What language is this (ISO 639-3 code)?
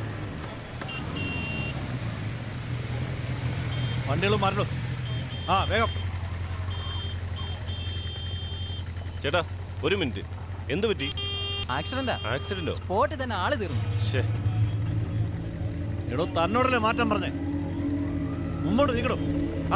mal